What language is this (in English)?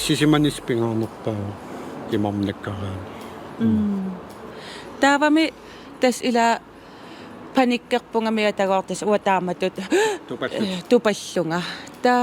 Kalaallisut